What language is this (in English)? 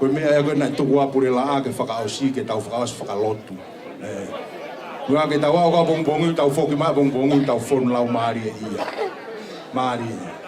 Tongan